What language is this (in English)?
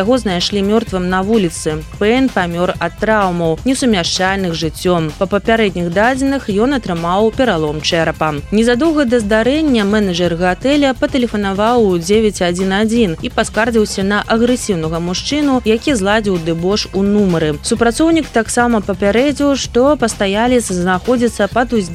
Belarusian